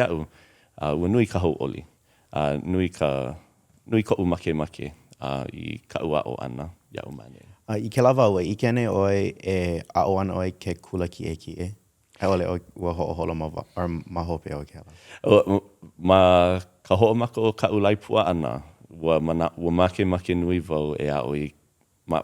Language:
Hawaiian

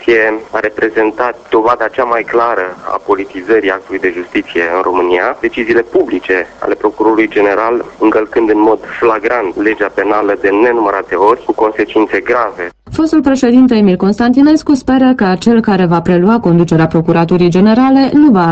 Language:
Romanian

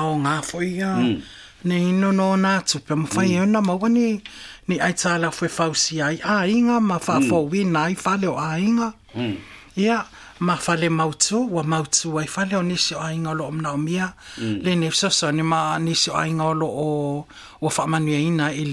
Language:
Samoan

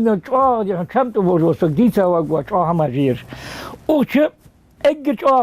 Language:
Ingush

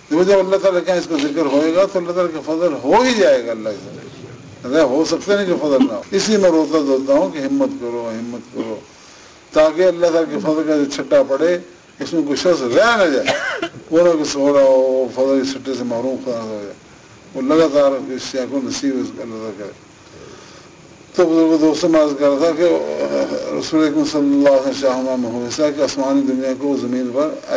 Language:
Urdu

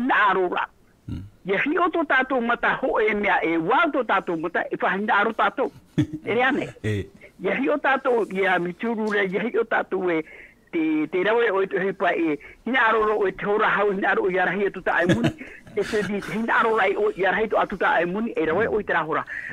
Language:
Tahitian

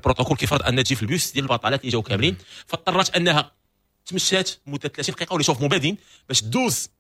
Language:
Moroccan Arabic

